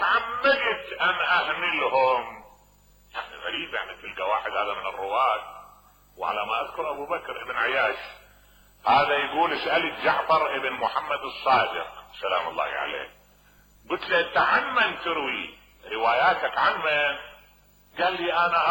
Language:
Mesopotamian Arabic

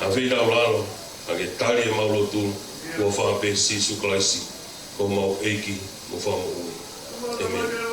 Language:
Tongan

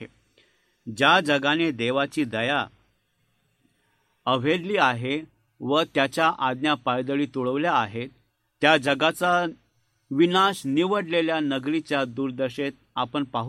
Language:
Marathi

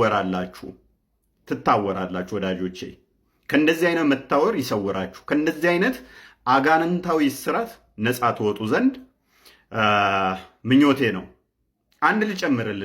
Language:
Amharic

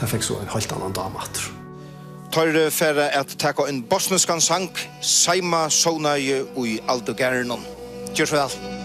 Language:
Faroese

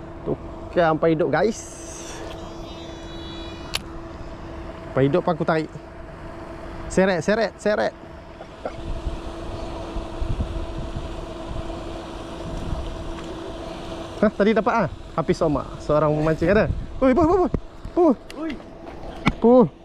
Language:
Malay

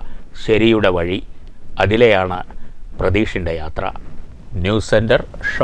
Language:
Malayalam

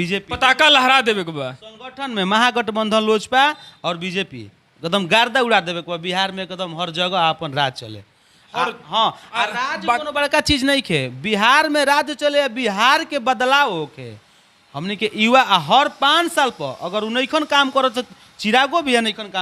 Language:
Bhojpuri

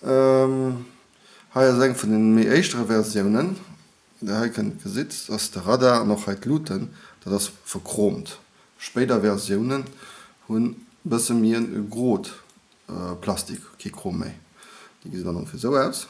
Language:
Luxembourgish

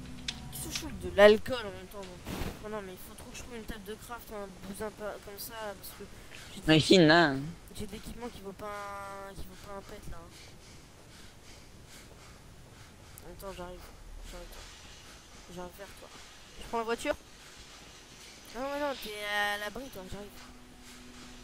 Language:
French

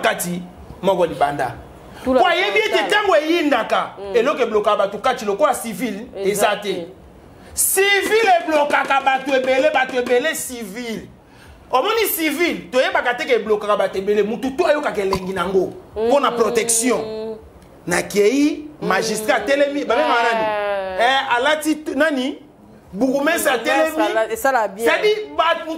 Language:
Lingala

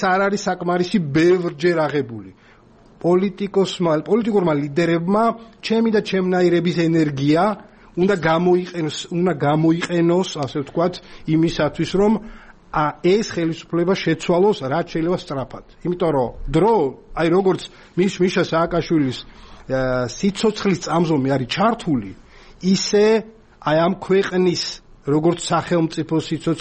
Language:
Georgian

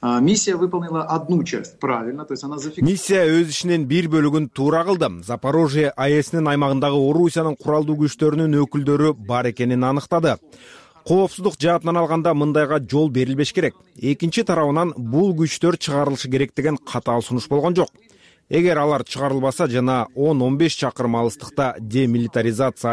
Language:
Kyrgyz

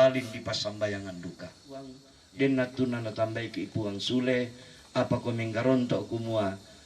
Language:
Toraja-Sa'dan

